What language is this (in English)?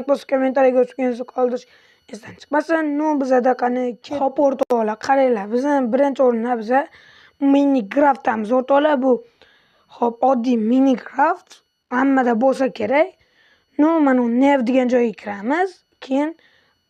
Uzbek